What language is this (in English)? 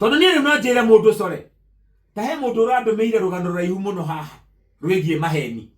Kikuyu